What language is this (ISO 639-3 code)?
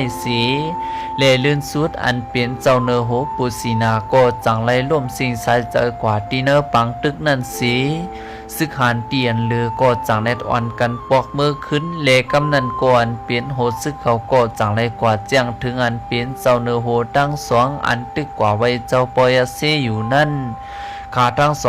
shn